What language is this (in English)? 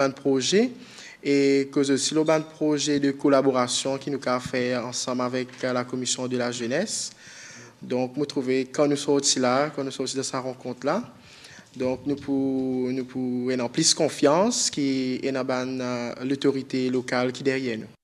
Morisyen